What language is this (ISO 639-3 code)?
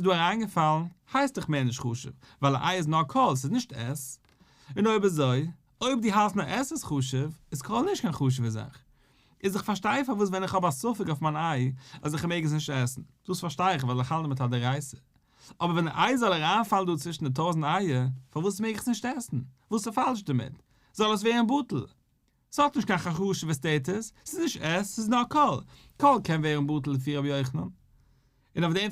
yid